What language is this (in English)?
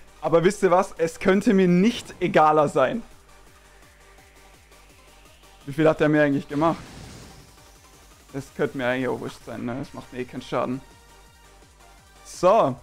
German